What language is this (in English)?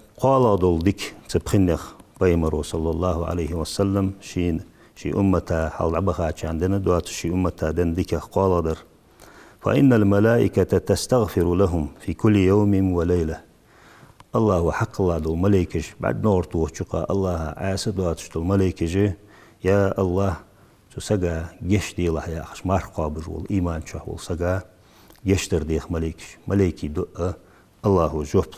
Ingush